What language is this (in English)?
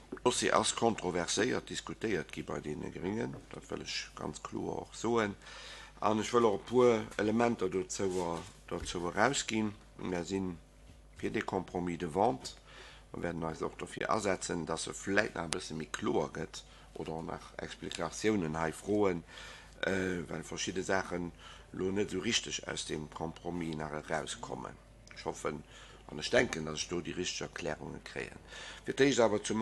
Luxembourgish